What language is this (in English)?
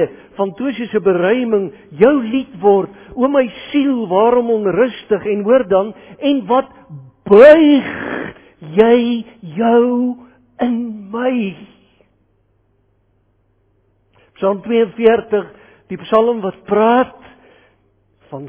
Afrikaans